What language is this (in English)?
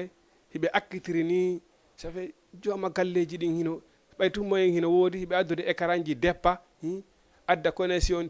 Fula